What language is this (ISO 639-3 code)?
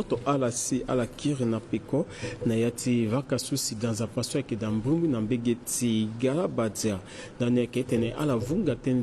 sag